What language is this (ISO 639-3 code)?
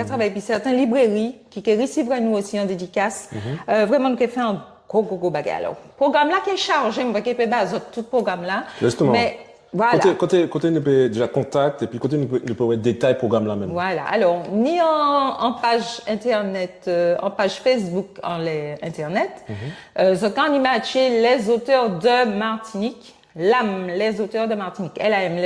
gcf